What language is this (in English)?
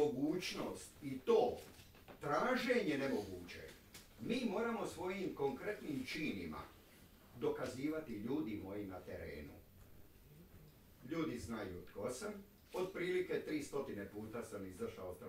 Croatian